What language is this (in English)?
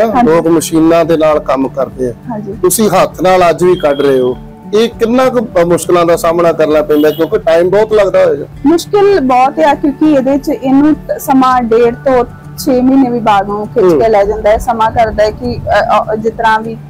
Punjabi